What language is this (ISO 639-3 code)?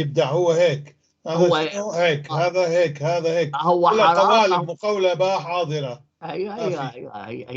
apc